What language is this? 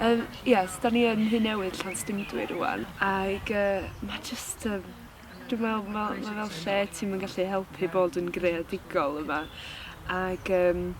Welsh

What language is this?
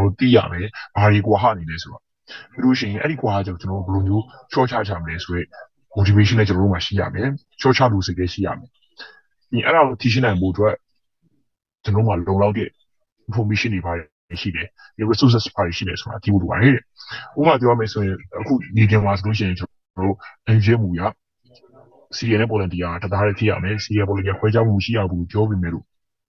Burmese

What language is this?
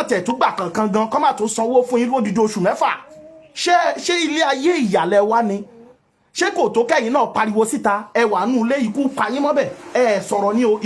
Yoruba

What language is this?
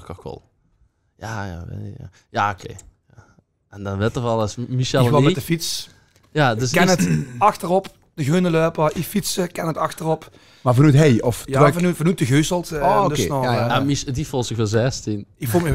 Limburgish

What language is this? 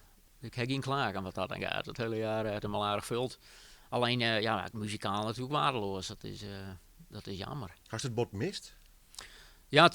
Western Frisian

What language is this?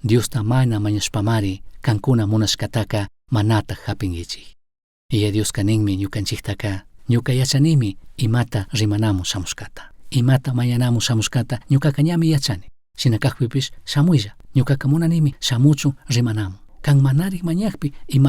Chimborazo Highland Quichua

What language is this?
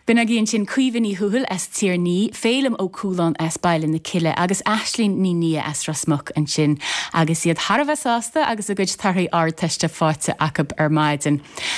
Irish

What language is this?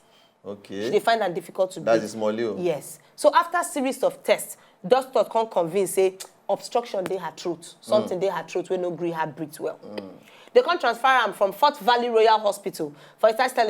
Nigerian Pidgin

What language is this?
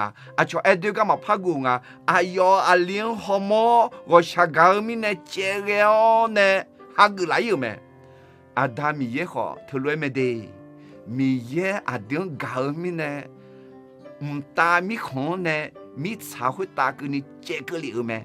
Akha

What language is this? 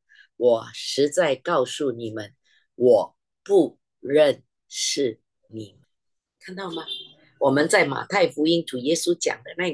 Chinese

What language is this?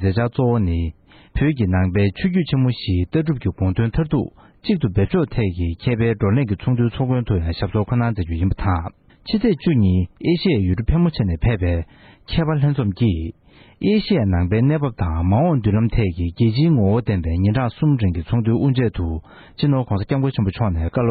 Tibetan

